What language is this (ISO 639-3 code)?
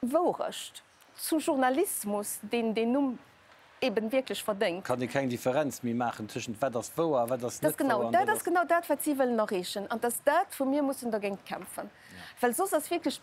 ltz